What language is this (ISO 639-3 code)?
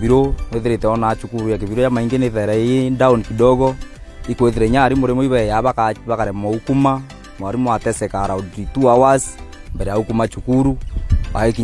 mer